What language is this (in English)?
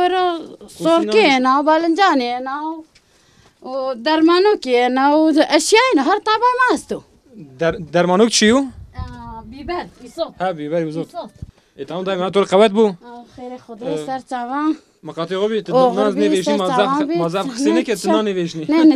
Zaza